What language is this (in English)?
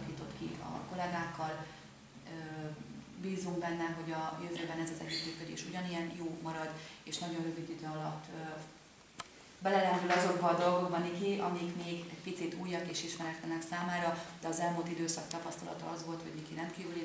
Hungarian